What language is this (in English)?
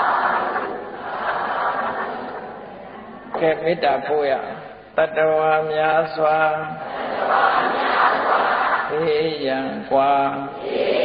Burmese